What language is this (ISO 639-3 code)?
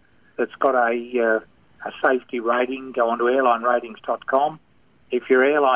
eng